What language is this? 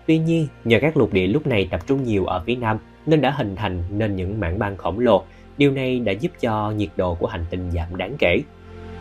Vietnamese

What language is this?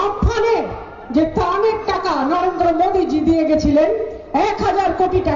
Bangla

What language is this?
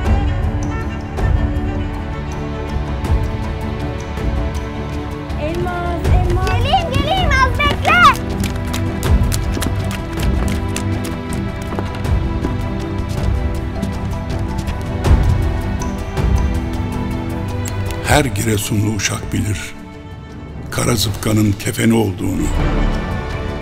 Turkish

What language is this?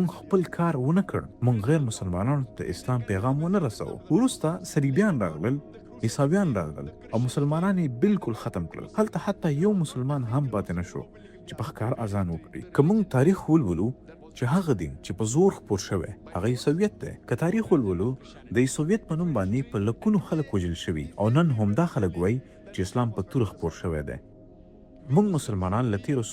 Pashto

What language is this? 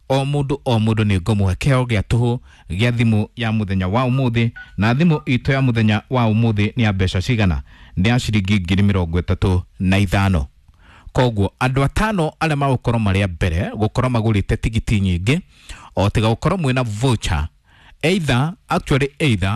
Kikuyu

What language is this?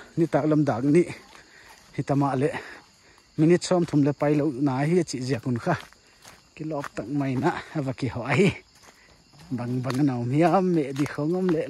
Paite Chin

